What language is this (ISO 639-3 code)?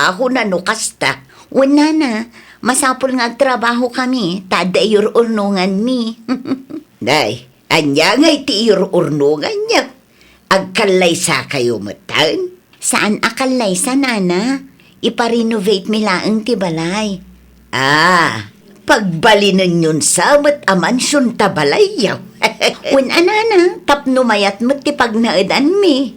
ilo